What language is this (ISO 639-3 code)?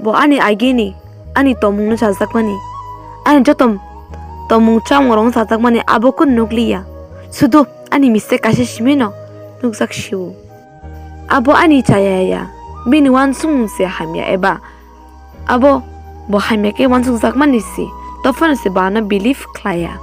trp